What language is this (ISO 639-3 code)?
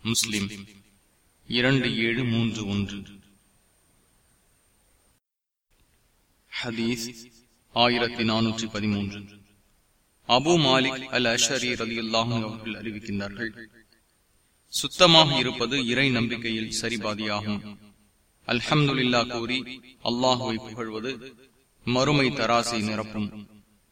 tam